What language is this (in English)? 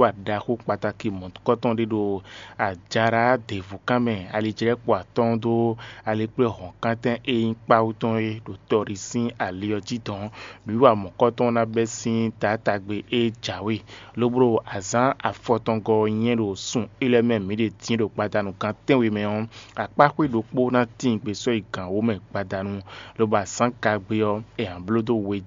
Fon